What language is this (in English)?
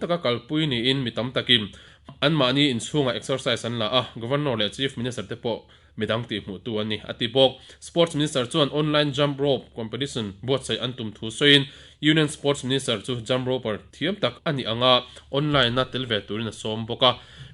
Mizo